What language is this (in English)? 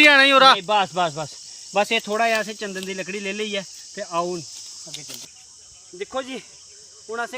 Dogri